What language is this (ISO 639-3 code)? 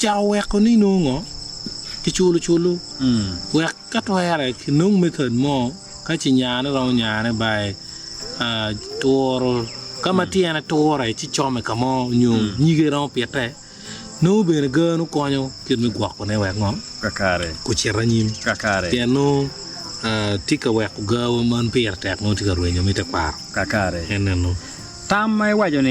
ach